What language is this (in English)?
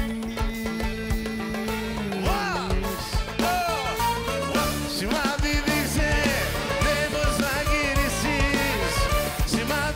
Greek